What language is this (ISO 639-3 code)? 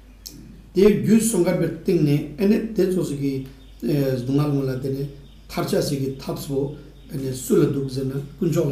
lbj